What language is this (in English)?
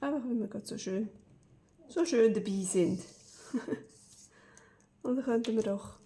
Swiss German